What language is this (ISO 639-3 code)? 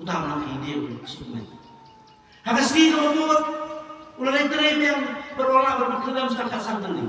kha